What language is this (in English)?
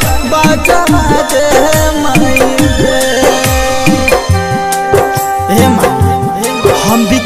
Bhojpuri